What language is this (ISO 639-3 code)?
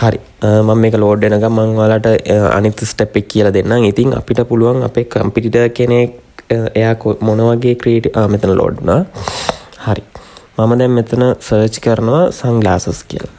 sin